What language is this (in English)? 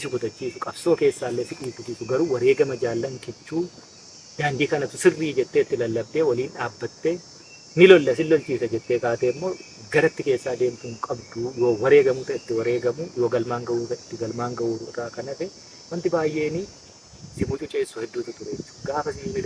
Oromo